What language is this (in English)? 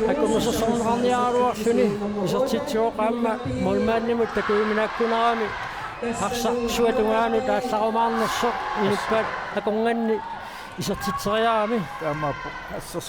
Kalaallisut